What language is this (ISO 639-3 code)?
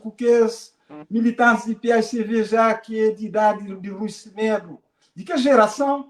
kea